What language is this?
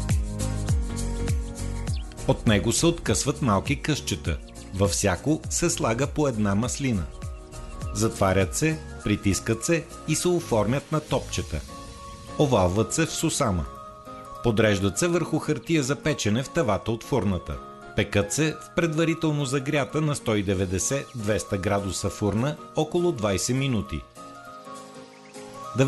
Bulgarian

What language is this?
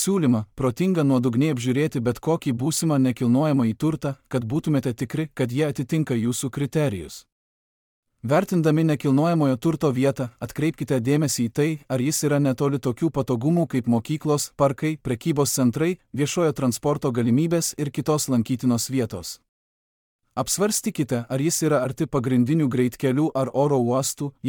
Lithuanian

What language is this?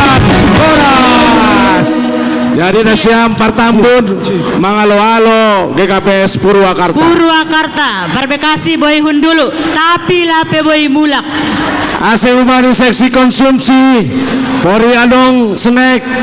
Batak Simalungun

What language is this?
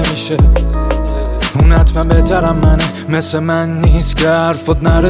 Persian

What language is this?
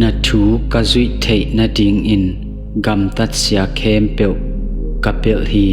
Tedim Chin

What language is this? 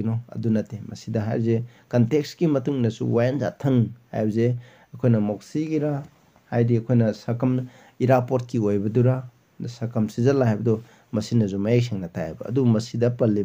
Manipuri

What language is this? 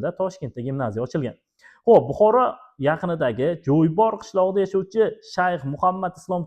Uzbek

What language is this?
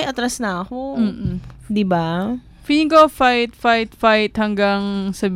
Filipino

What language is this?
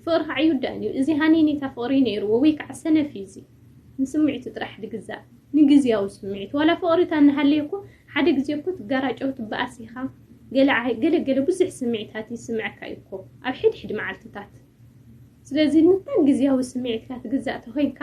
Tigrinya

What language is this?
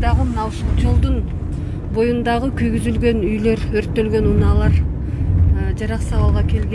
Kyrgyz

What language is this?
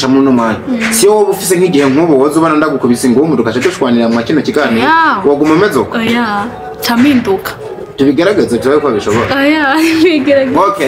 Rundi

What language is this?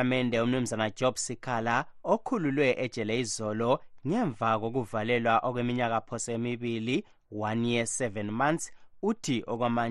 North Ndebele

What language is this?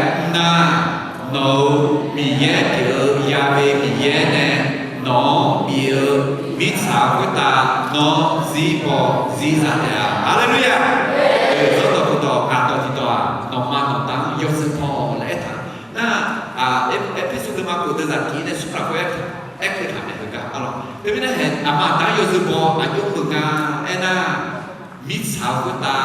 Akha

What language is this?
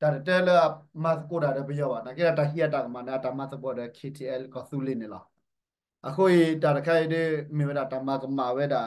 S'gaw Karen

